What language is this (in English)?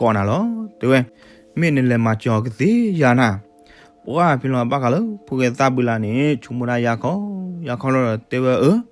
S'gaw Karen